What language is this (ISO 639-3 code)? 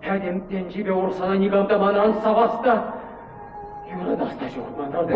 chv